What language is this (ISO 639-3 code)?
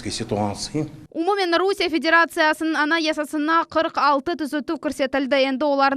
crh